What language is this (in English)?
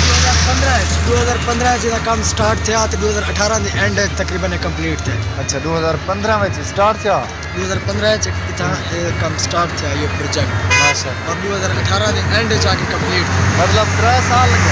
Saraiki